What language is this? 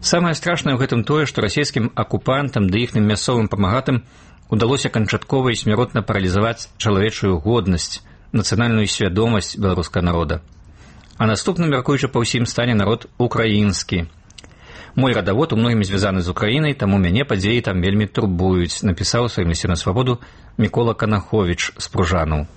Belarusian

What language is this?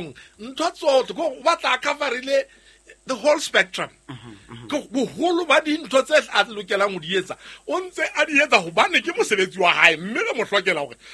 Southern Sotho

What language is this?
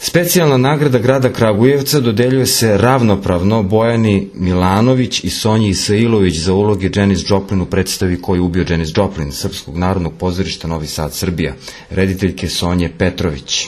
Serbian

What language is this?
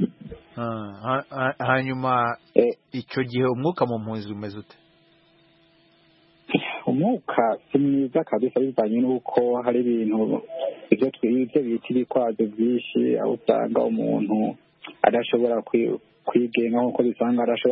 Kinyarwanda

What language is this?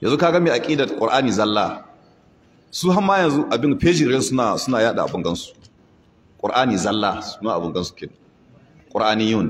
Hausa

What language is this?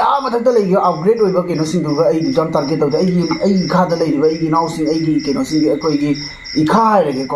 Manipuri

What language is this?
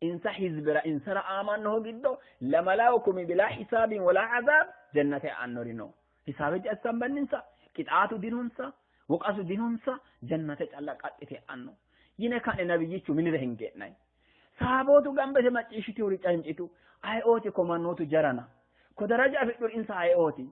Sidamo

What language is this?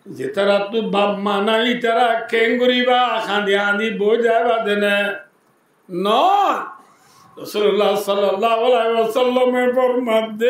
Rohingya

